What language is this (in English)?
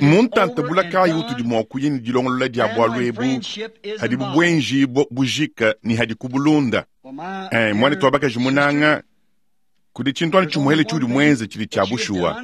Luba-Lulua